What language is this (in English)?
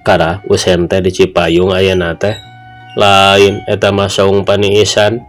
Sundanese